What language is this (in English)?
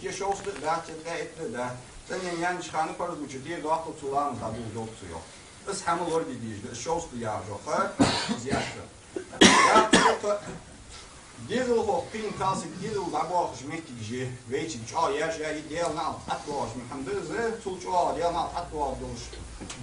Ingush